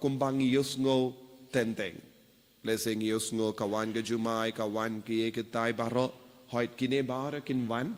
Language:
Khasi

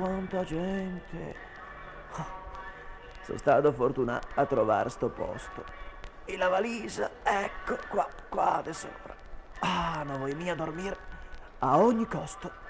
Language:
Venetian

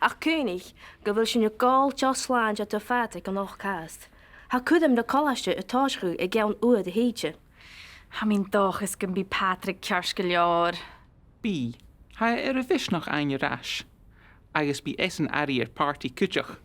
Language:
Scottish Gaelic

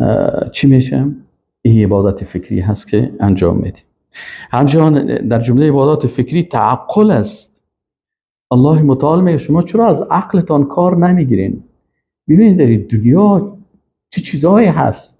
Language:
Persian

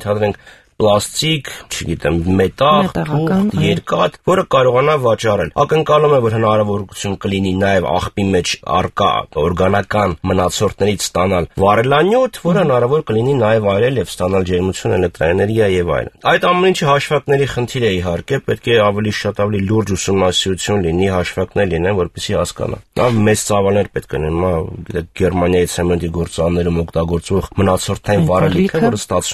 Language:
Armenian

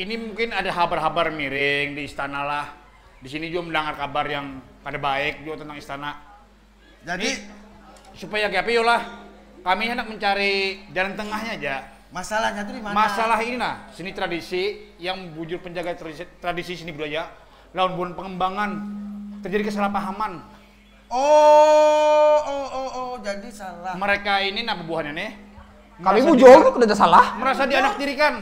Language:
Banjar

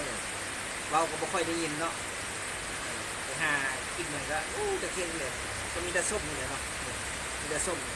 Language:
Lao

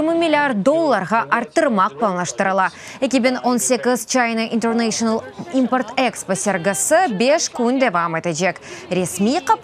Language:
Crimean Tatar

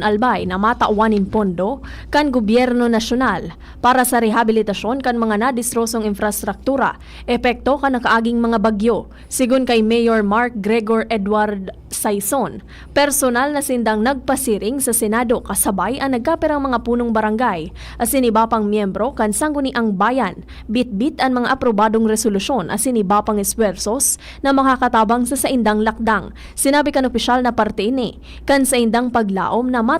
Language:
Bikol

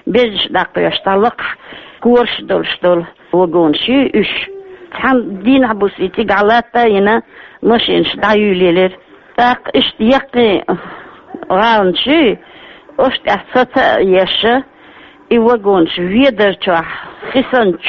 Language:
Chechen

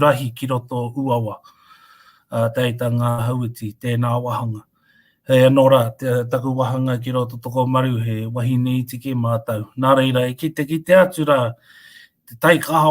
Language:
Māori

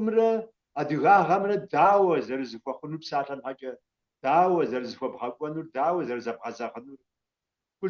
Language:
Kabardian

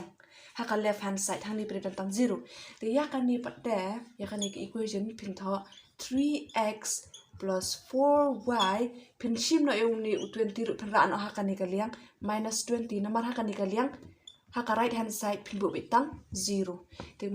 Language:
Khasi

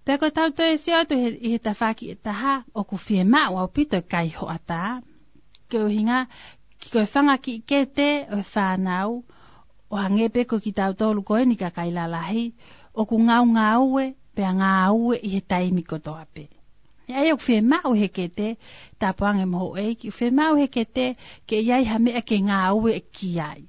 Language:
Tongan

